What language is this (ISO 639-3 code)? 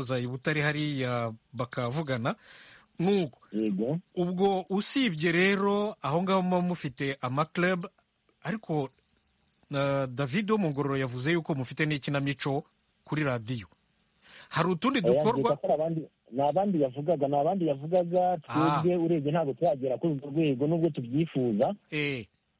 kin